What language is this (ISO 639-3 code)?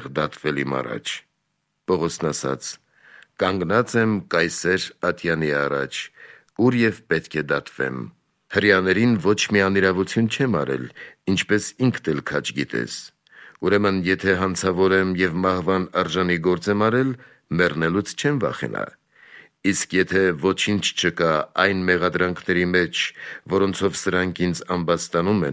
hye